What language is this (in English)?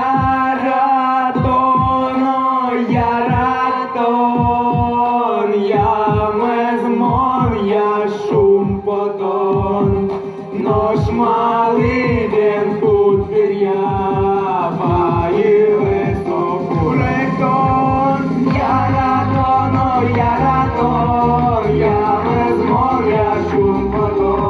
Udmurt